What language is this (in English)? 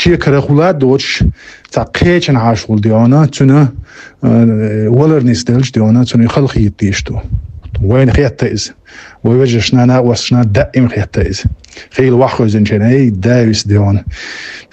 Chechen